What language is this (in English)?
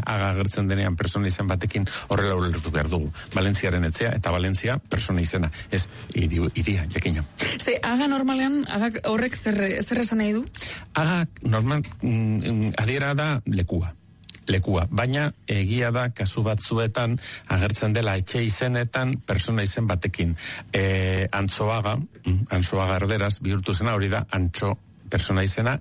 Basque